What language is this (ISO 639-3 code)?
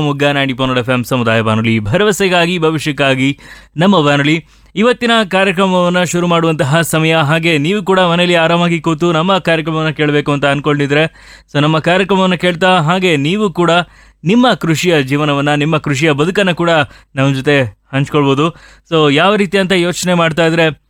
kan